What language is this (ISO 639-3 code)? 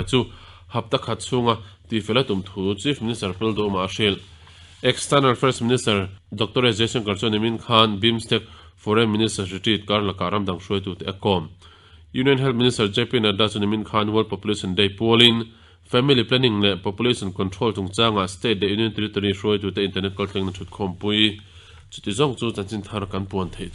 lus